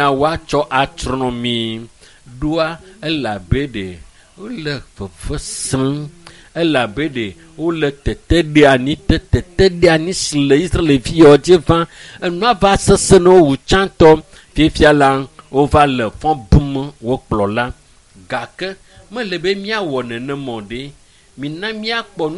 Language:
Ewe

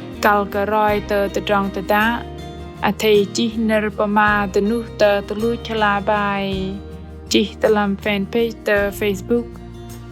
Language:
Bahnar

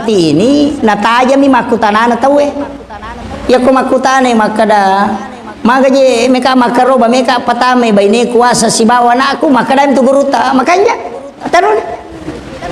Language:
Buginese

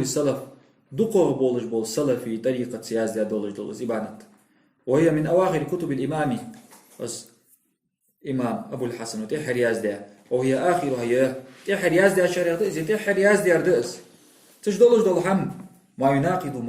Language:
Ingush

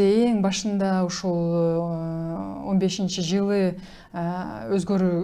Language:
Kyrgyz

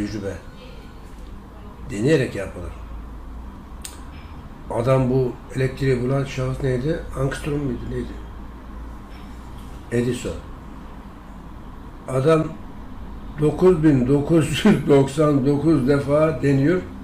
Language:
Turkish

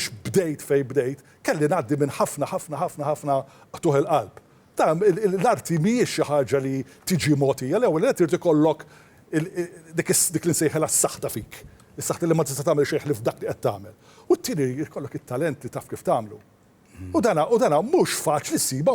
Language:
Maltese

